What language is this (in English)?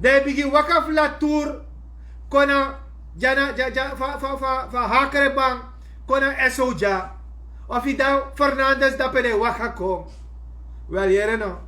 Sranan Tongo